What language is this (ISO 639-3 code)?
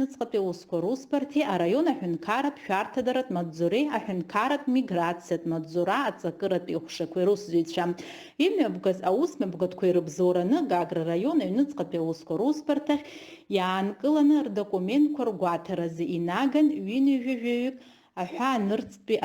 abk